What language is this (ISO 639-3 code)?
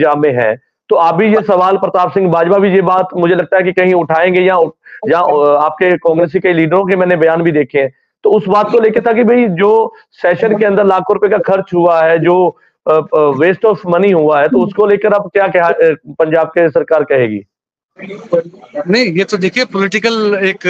hin